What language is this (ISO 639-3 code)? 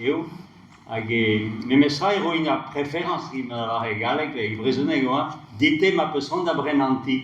bre